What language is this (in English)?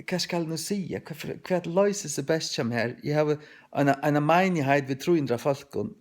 Faroese